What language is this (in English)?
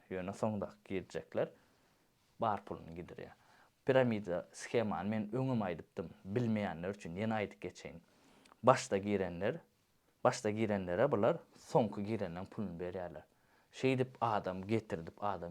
Turkmen